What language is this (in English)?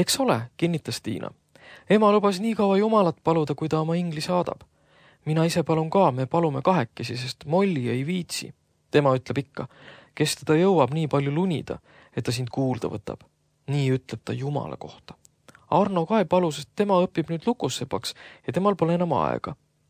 Estonian